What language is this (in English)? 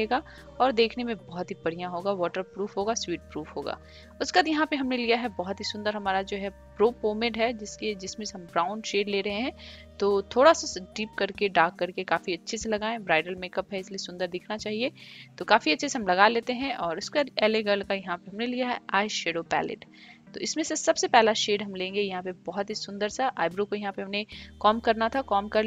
Hindi